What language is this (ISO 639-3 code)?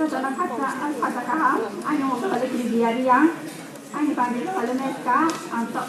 ria